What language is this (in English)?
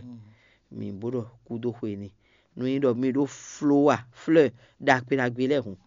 Fon